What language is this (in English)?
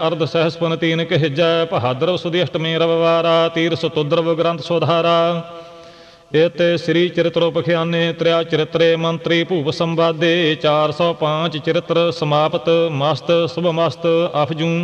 Punjabi